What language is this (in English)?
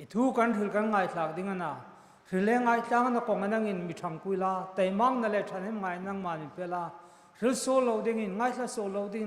Hmar